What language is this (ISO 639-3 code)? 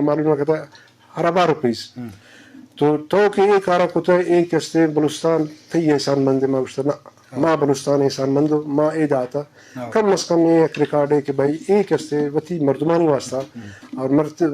bal